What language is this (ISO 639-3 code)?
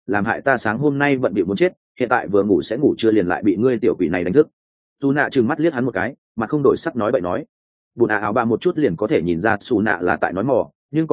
vie